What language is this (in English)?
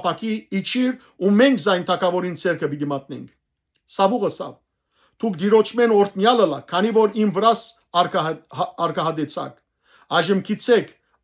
Western Armenian